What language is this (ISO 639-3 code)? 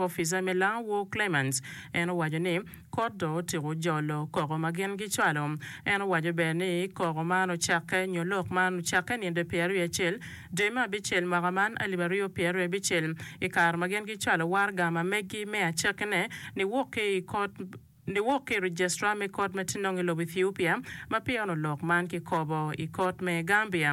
ach